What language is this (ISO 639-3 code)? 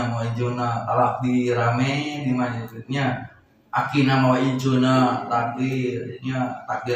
sun